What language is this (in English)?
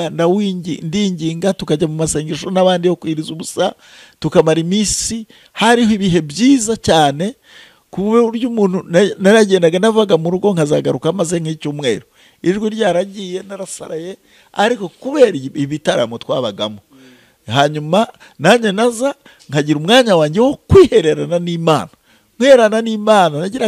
Kinyarwanda